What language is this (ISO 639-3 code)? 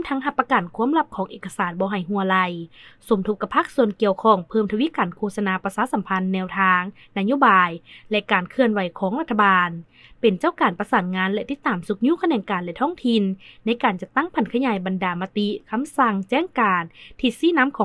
lao